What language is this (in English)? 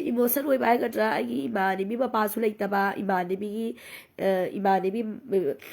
Manipuri